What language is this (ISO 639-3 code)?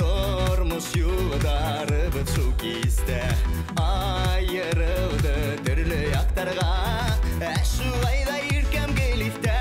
bak